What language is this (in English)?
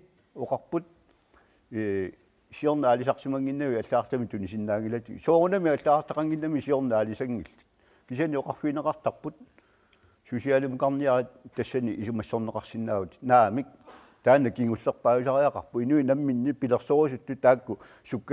Kalaallisut